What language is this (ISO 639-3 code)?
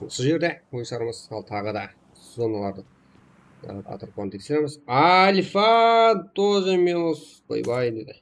kaa